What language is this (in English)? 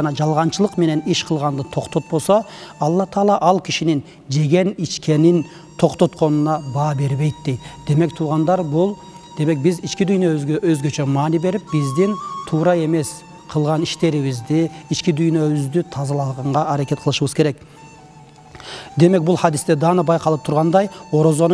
Kyrgyz